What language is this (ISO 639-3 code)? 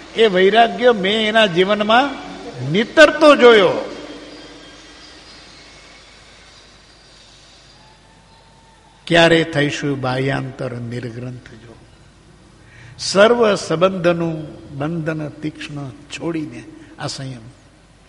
guj